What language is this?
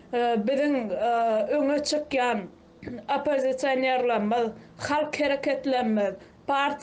Turkmen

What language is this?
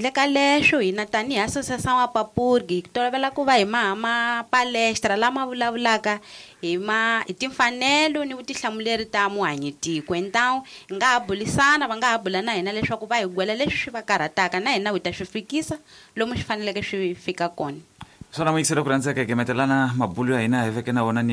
Tsonga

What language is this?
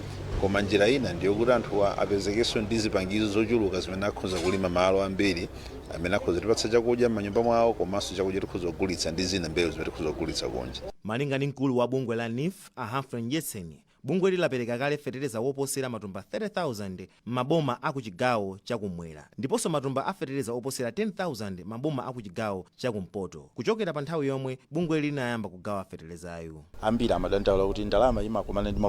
Nyanja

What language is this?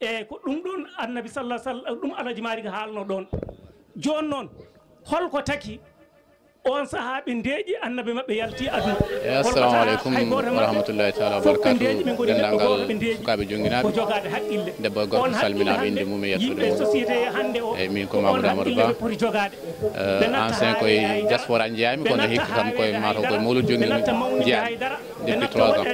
Fula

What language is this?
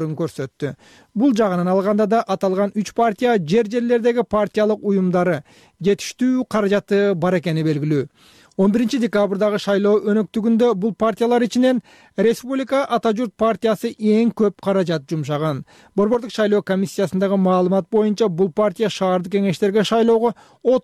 Kyrgyz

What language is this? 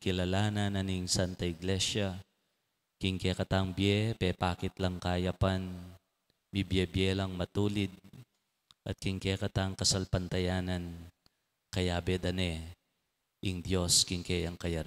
Pampanga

